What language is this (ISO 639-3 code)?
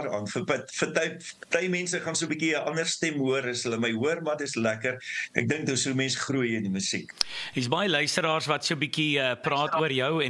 afr